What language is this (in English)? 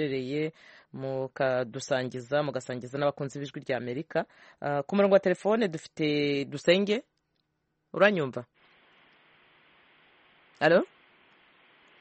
Kinyarwanda